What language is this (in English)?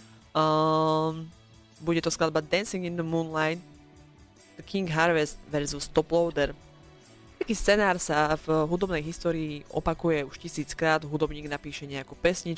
Slovak